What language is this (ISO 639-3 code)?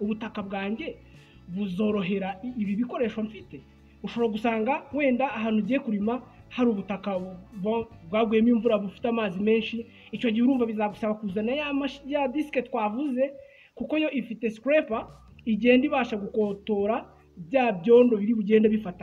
kin